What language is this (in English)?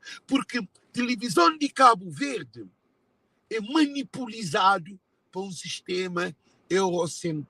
Kabuverdianu